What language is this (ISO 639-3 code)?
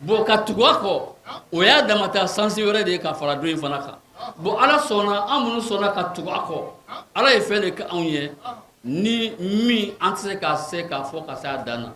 bam